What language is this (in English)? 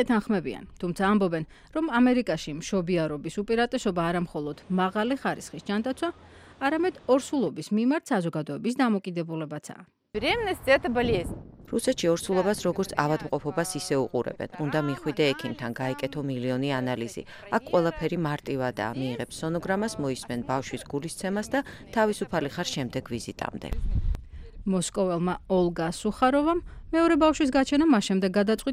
Georgian